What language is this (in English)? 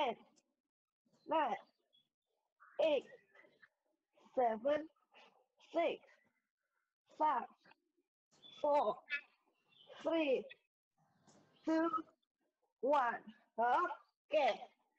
Chinese